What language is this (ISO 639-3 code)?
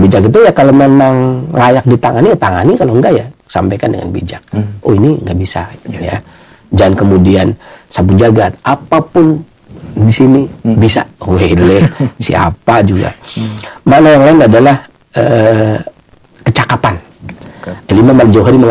ind